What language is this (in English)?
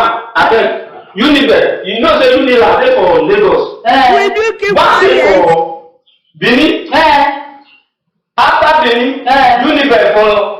Nigerian Pidgin